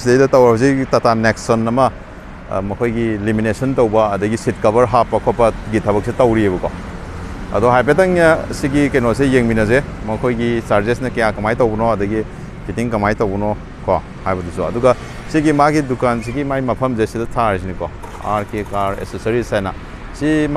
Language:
Manipuri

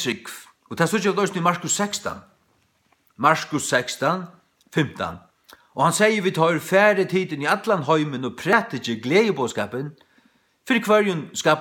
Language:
Faroese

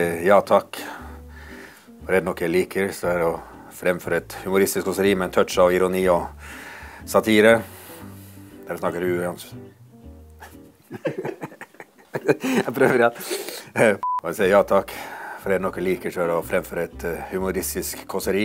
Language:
Norwegian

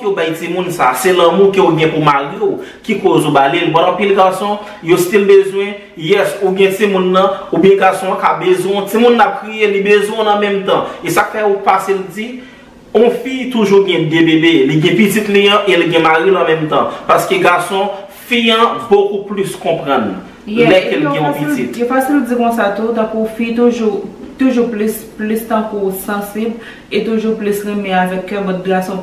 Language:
Haitian Creole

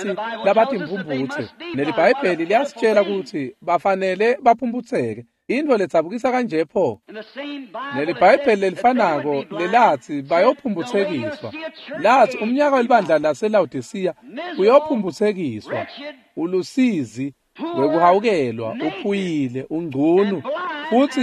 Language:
Swati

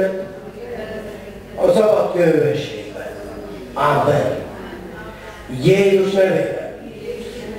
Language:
Hungarian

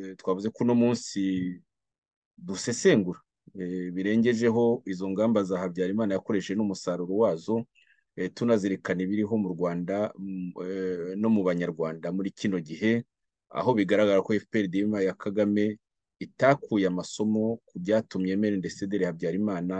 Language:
Kinyarwanda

